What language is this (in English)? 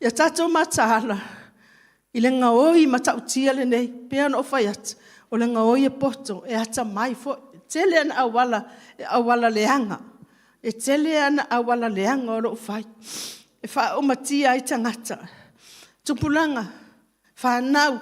Samoan